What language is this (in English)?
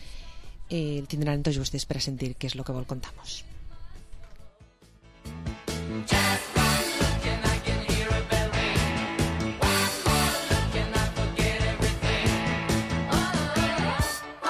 Catalan